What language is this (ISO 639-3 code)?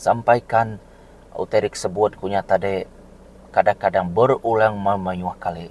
iba